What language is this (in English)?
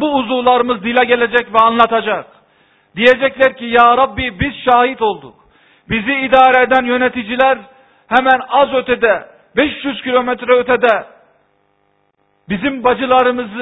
Turkish